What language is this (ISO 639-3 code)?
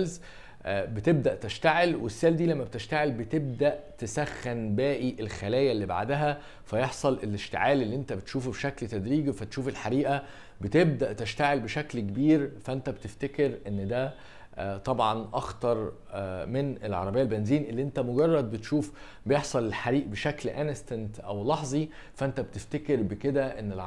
arz